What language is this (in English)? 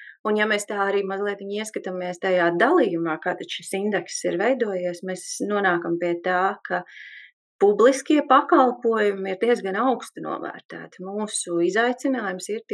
Latvian